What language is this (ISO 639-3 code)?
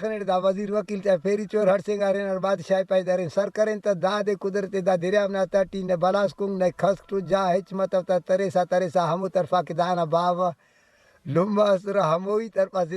brh